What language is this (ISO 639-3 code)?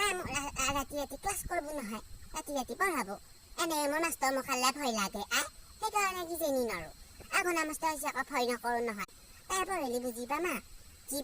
asm